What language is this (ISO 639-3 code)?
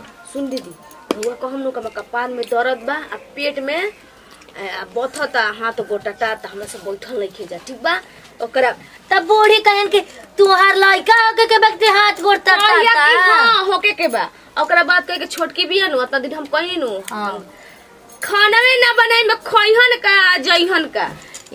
bho